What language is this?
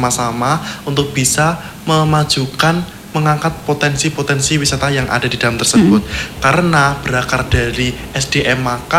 Indonesian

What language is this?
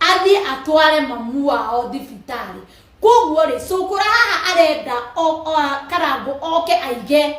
Kikuyu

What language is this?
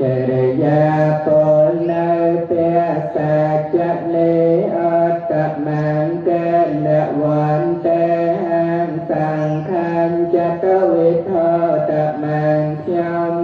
Khmer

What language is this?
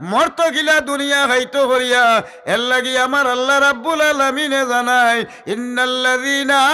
Sylheti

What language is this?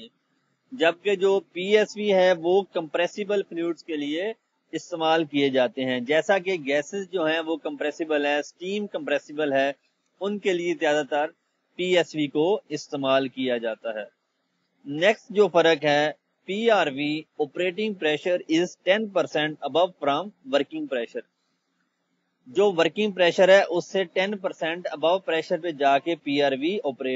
Urdu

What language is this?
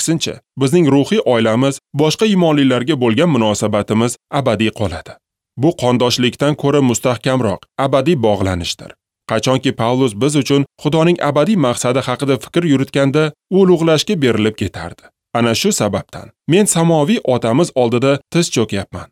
Uzbek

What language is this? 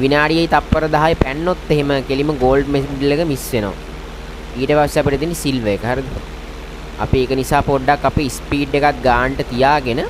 Sinhala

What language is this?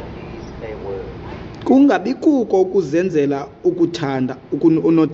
Xhosa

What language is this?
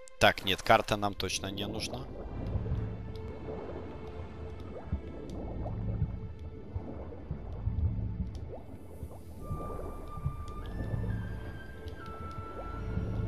Russian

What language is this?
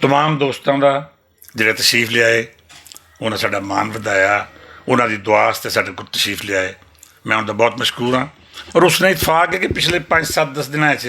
Western Panjabi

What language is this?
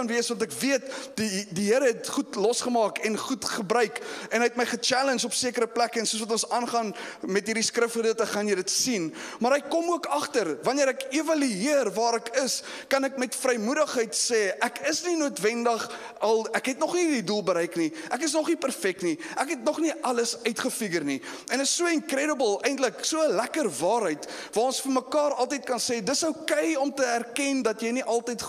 Afrikaans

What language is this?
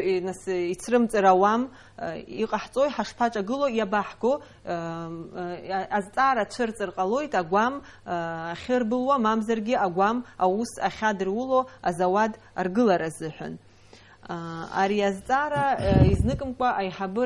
Abkhazian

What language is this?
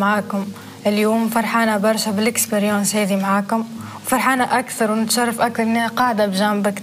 Tunisian Arabic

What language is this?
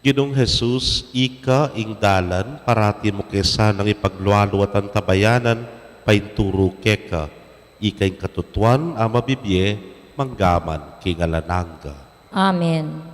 Pampanga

